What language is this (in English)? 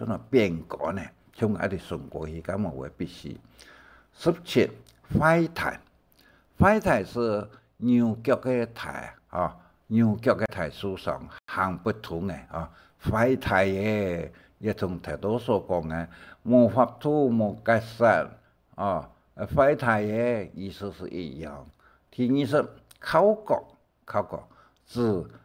Hakka Chinese